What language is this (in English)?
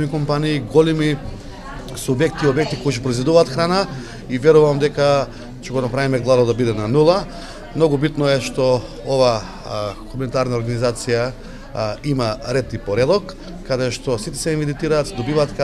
Macedonian